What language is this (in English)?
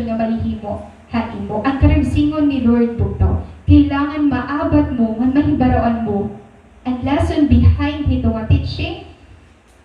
Waray